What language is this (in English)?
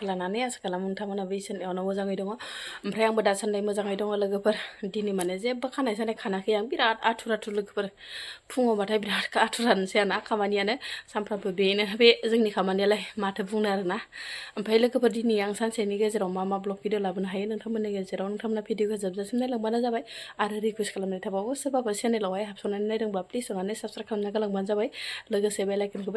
Bodo